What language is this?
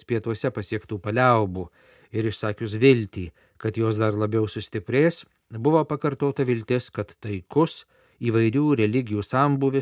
Lithuanian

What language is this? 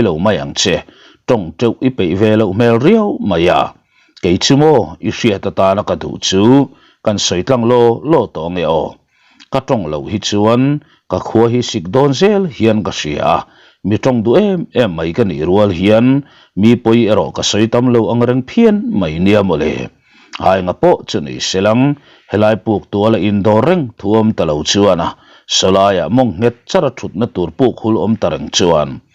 Mizo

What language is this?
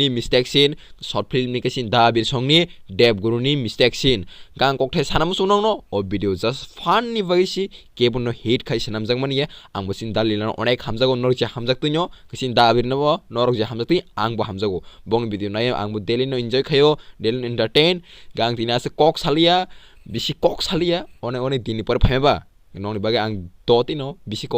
Kok Borok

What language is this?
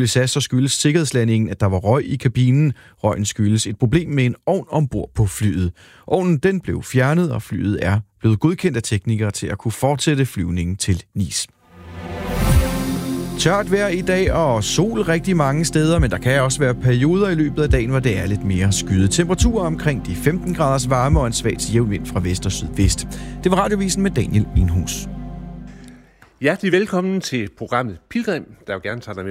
Danish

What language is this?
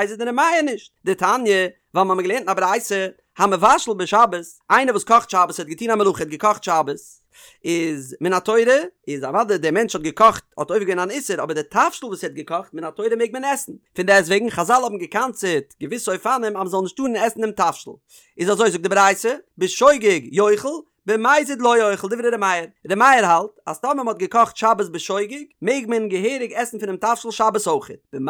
Yiddish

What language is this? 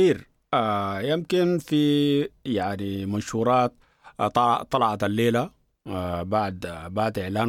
Sudanese Arabic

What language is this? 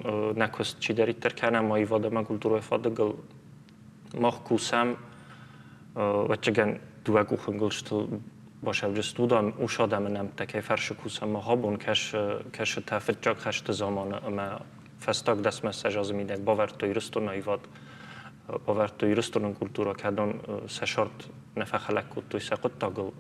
Ossetic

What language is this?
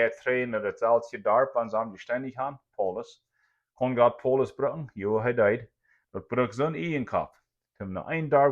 Plautdietsch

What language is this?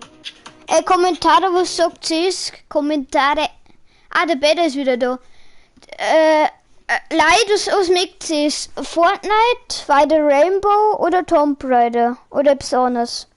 Bavarian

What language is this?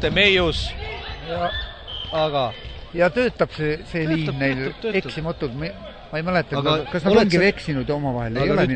Estonian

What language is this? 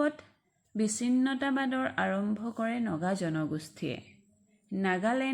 Assamese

